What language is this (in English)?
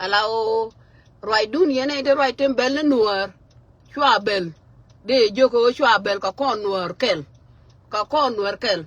Nuer